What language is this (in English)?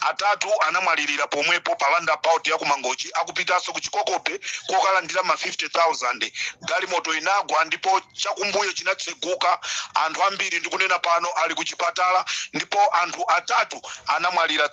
Nyanja